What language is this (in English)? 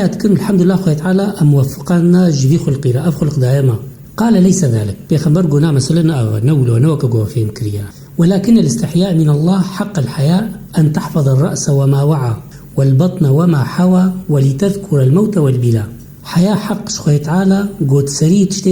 Kurdish